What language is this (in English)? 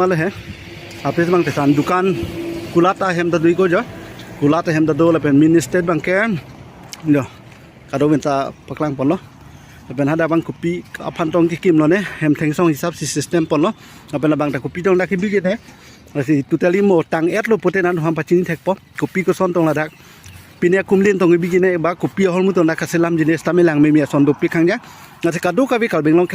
Karbi